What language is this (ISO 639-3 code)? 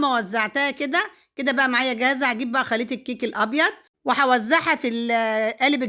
arz